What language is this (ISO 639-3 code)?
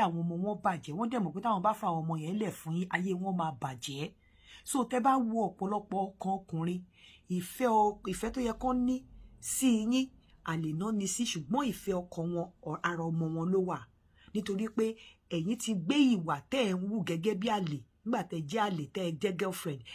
yor